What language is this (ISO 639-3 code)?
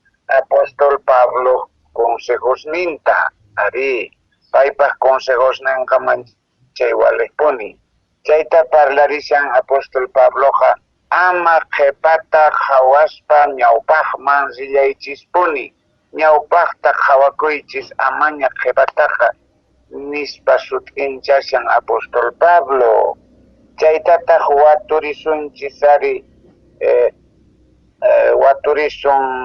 que